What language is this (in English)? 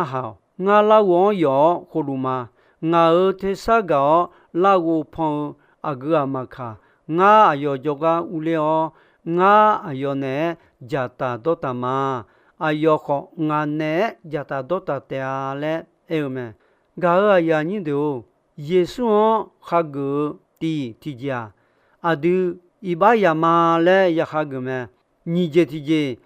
Akha